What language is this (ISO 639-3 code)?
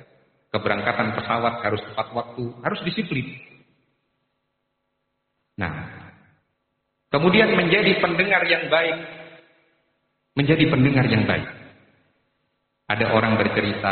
ind